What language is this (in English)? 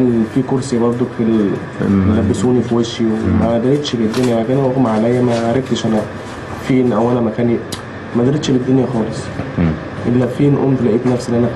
Egyptian Arabic